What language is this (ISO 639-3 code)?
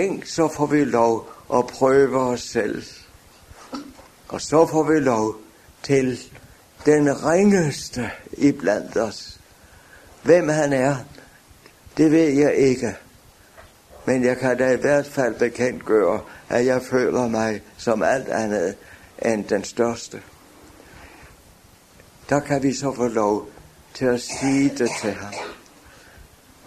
dan